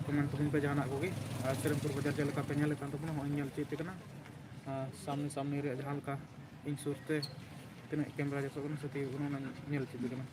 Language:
Santali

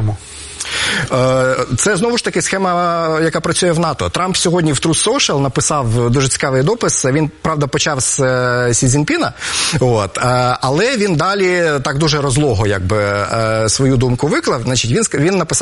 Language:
Ukrainian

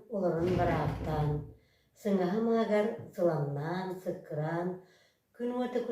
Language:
Yakut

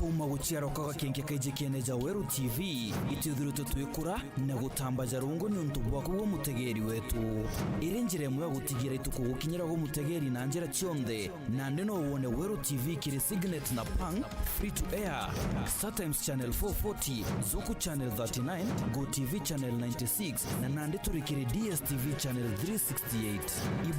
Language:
Meru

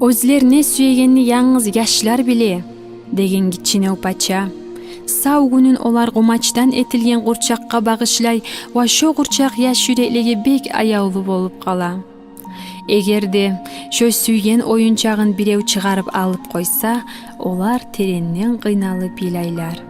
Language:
Kumyk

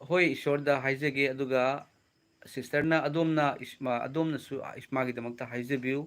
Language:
Manipuri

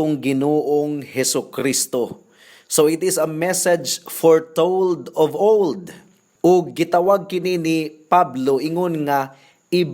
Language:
Cebuano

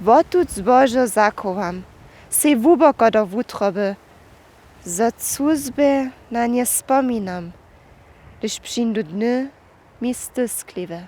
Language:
Upper Sorbian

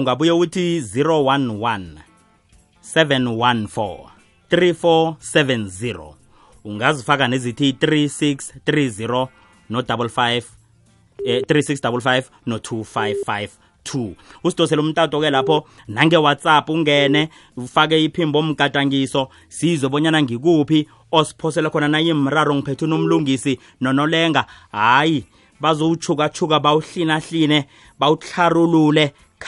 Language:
South Ndebele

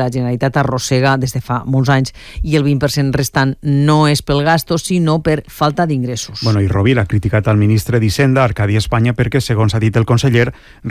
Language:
Catalan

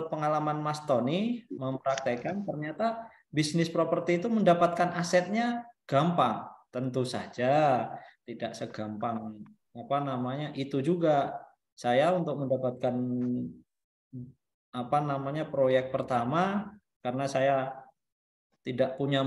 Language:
Indonesian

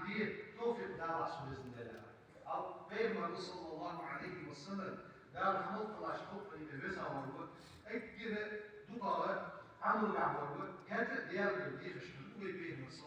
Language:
Ingush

